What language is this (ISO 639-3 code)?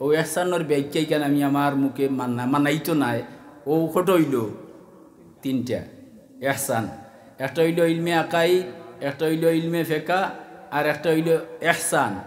syl